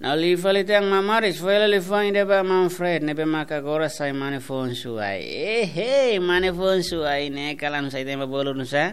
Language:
Tetum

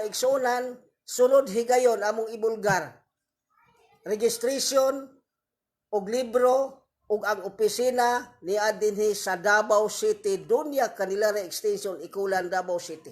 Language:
Cebuano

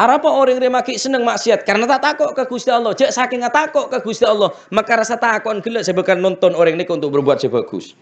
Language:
Madurese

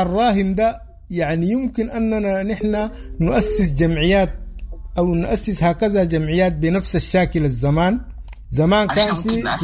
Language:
Sudanese Arabic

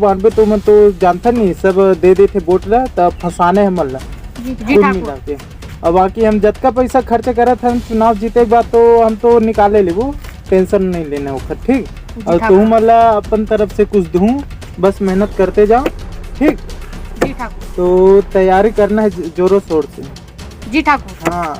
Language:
Chhattisgarhi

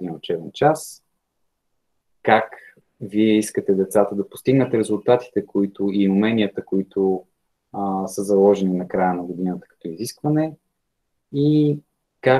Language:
Bulgarian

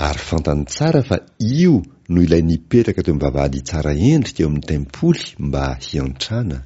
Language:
Malagasy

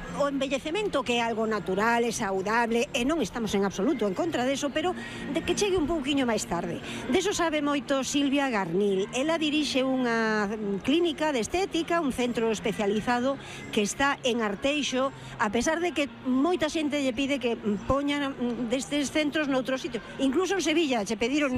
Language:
Galician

